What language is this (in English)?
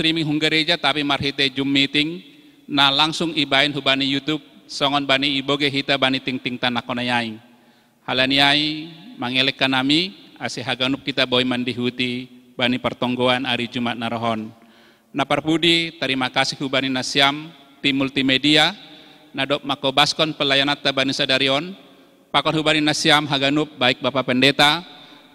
Batak Simalungun